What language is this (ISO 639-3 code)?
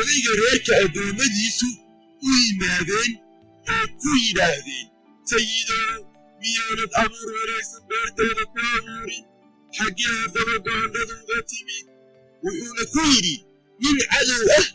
som